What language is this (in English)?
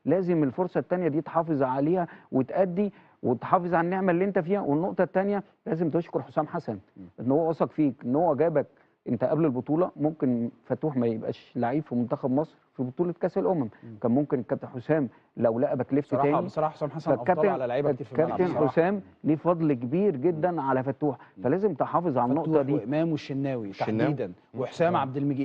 Egyptian Arabic